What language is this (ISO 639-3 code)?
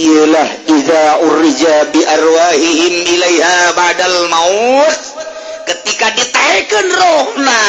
sun